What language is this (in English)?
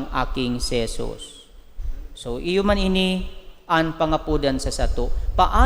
Bikol